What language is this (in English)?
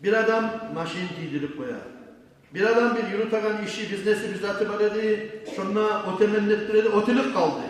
Kumyk